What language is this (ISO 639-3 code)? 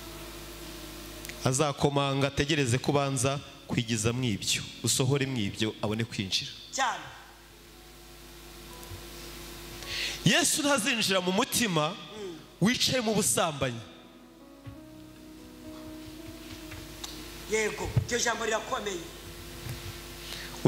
kin